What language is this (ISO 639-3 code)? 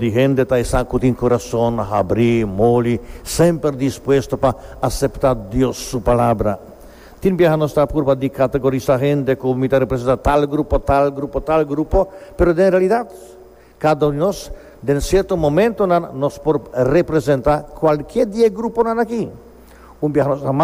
pap